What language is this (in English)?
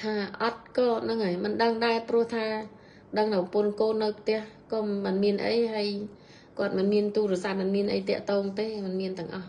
Khmer